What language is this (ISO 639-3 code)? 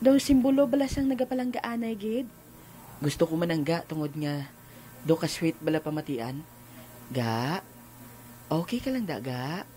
hil